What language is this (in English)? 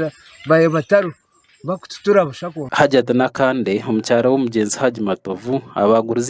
Nyankole